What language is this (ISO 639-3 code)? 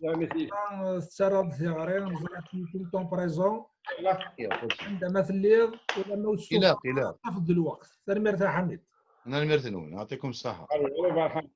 kab